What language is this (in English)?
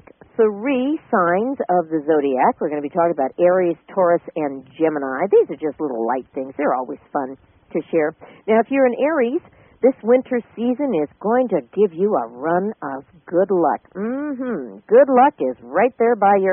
English